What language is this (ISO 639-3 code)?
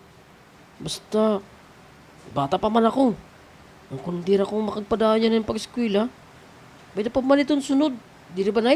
war